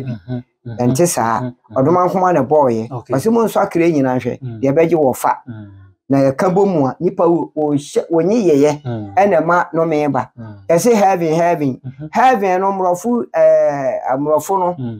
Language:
Akan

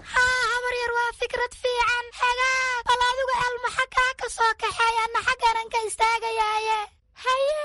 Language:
Somali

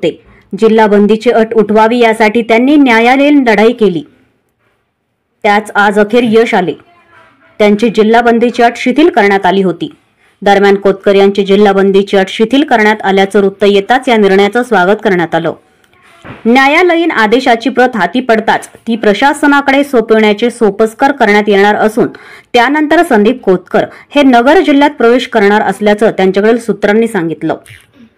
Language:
Marathi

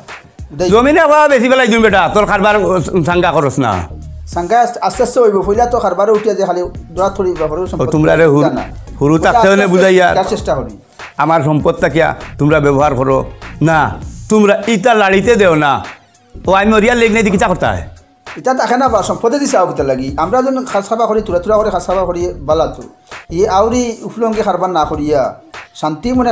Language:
Sylheti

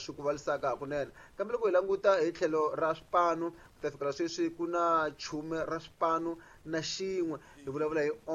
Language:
Tsonga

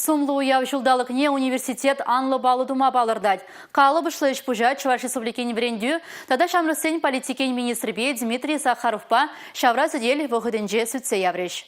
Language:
Chuvash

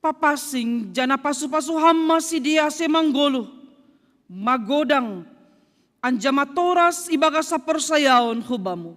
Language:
Batak Simalungun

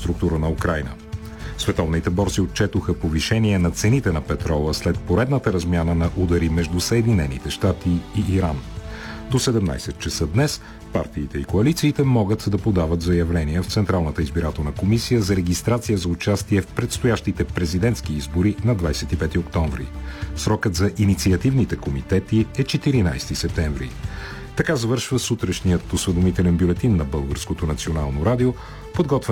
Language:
Bulgarian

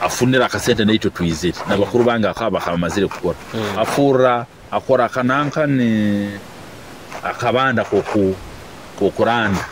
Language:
Nyoro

